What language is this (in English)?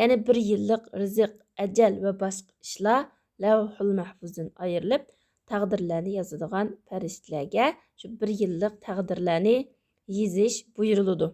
Uyghur